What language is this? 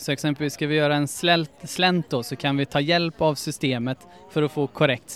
Swedish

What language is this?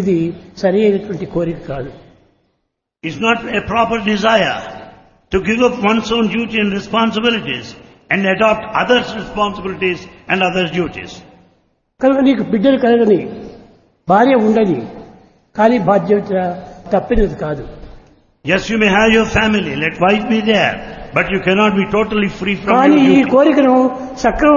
Telugu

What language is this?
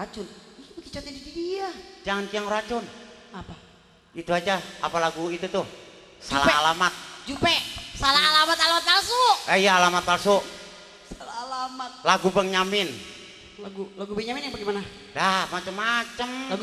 Betawi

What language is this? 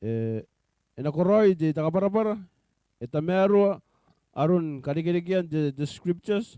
Gilbertese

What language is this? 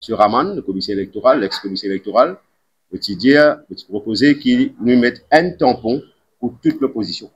Morisyen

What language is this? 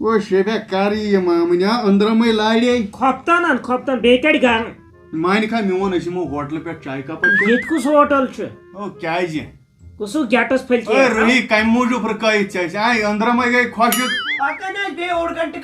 Kashmiri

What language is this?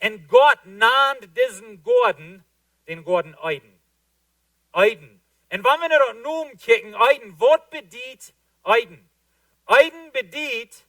Plautdietsch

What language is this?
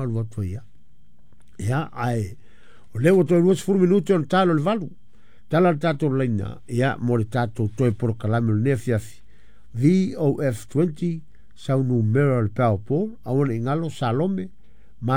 Samoan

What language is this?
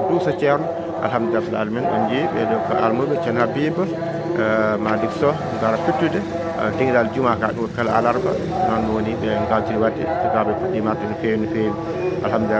Fula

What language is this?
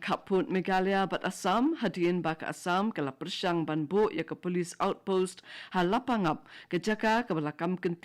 Khasi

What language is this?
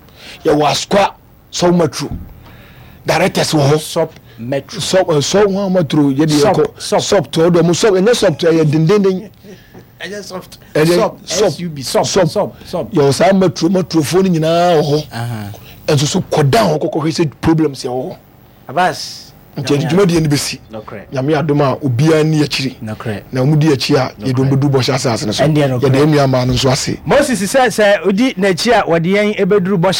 Akan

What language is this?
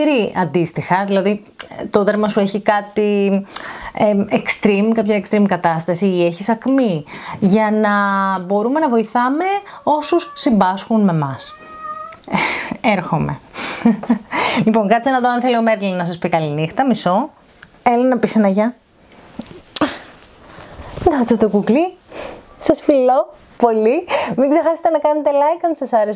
Greek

